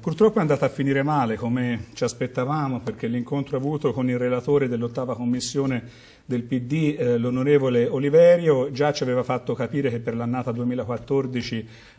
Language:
Italian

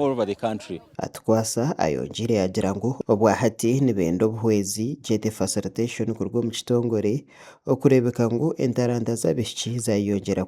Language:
Nyankole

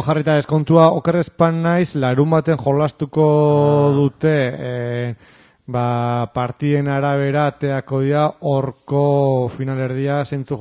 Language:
Basque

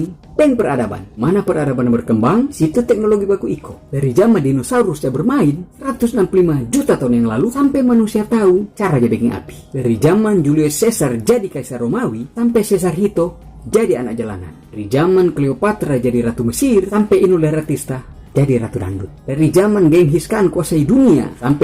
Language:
Manado Malay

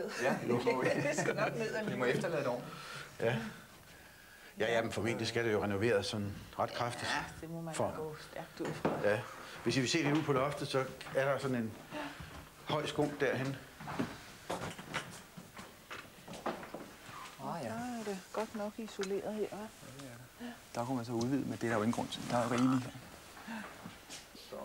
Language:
Danish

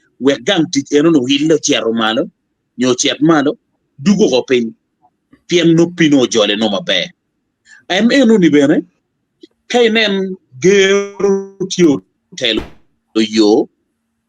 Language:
Acoli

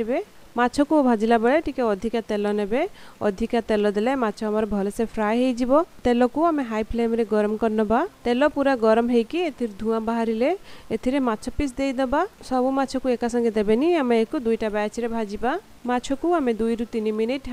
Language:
Odia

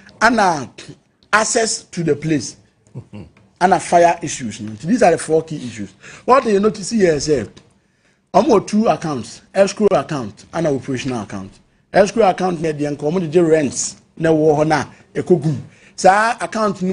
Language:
Akan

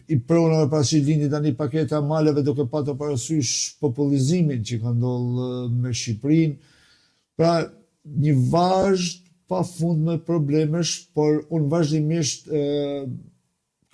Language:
Albanian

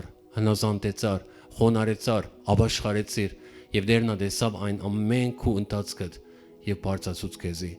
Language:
Western Armenian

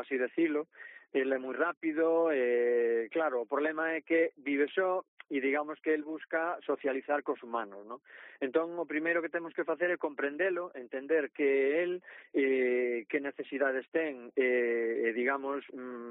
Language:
Galician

